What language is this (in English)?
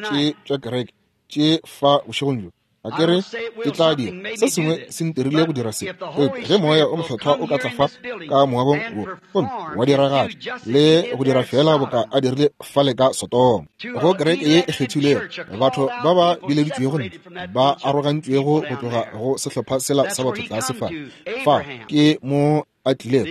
Northern Sotho